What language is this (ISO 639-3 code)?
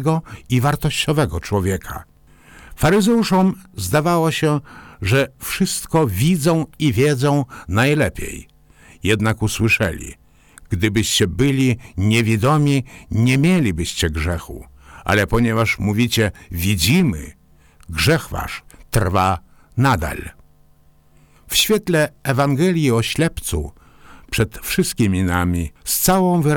pol